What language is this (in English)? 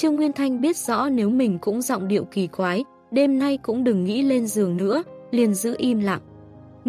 Vietnamese